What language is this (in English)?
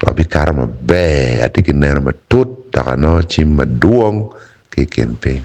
Acoli